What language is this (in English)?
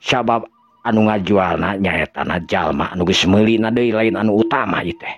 Sundanese